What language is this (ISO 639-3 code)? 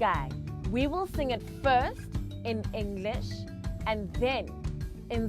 tsn